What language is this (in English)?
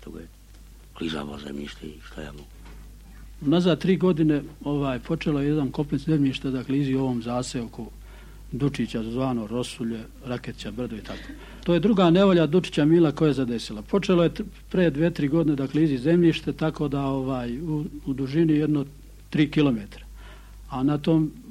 Serbian